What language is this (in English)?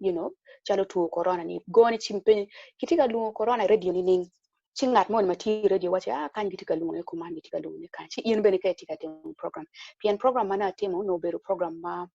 Acoli